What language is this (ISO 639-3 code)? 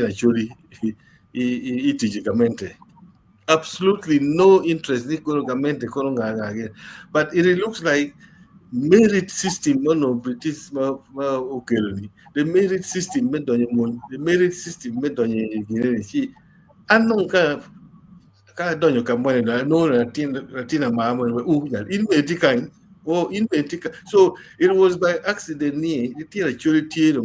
ach